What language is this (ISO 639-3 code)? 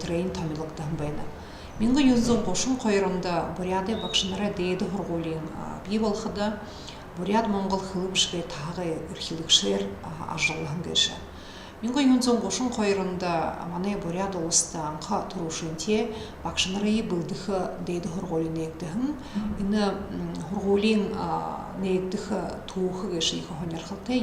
bua